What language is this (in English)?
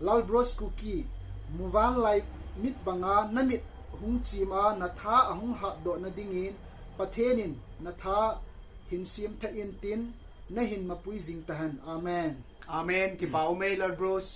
Thado Chin